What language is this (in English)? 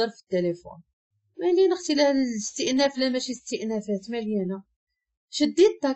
Moroccan Arabic